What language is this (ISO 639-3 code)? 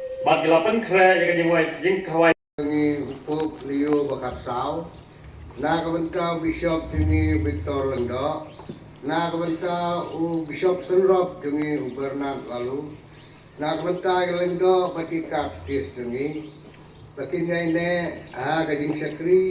kha